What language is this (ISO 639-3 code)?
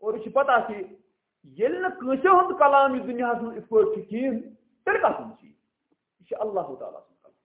kas